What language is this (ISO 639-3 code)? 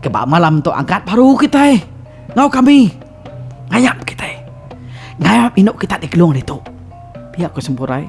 iba